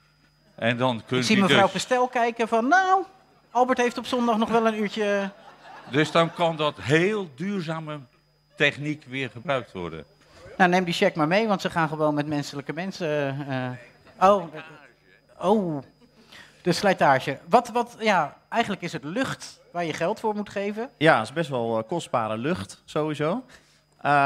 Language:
Dutch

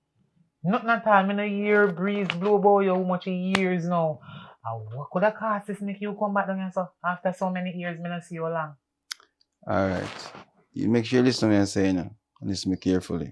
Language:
Jamaican Creole English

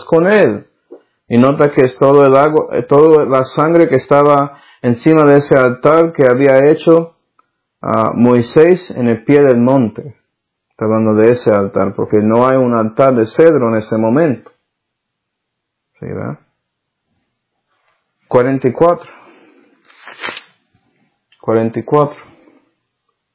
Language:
Spanish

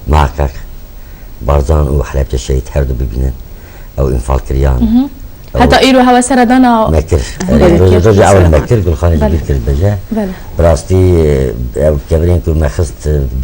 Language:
Kurdish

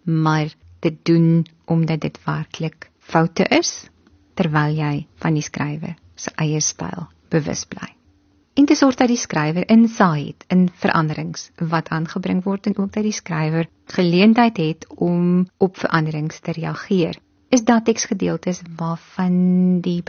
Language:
Afrikaans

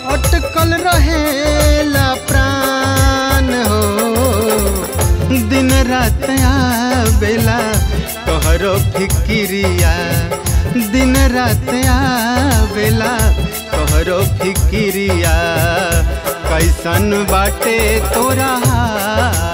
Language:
Bhojpuri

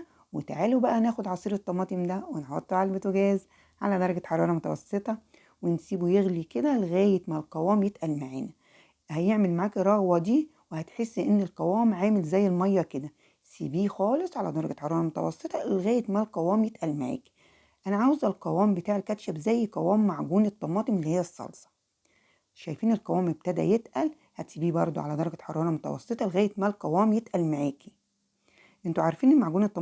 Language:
Egyptian Arabic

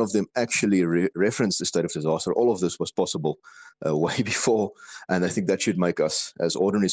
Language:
English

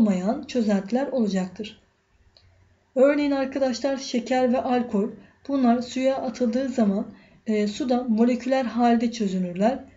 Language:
Turkish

